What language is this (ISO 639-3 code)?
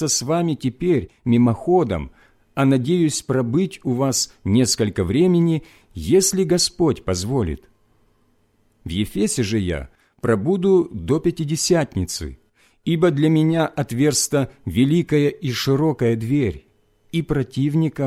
rus